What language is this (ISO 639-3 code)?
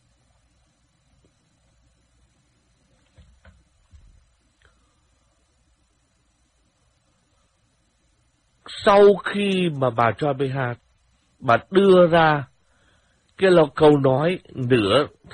vie